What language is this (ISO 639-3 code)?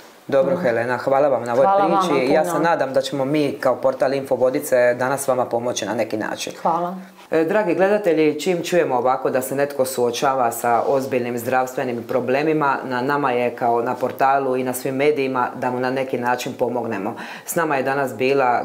hrv